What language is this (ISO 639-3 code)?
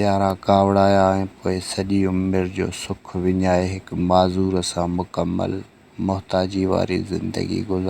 snd